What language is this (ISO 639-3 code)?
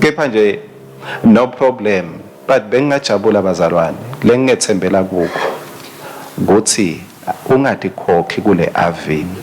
ssw